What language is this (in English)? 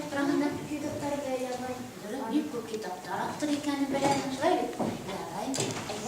Bashkir